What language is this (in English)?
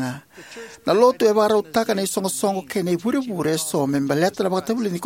Fijian